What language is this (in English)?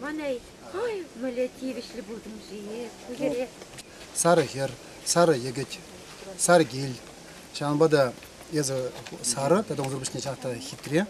Chuvash